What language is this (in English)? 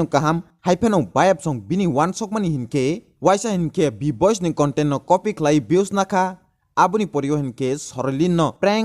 Kok Borok